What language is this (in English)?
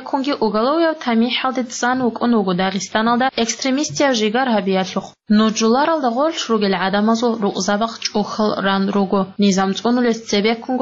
Avaric